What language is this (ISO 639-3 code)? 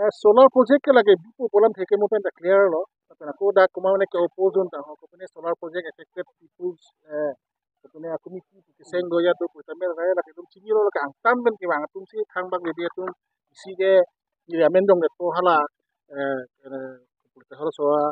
mjw